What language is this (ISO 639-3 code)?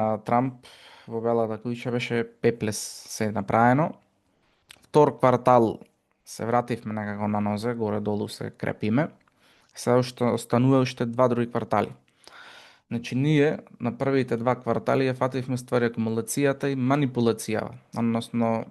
mkd